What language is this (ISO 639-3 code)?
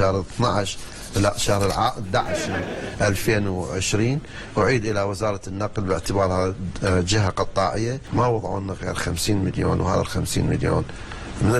acm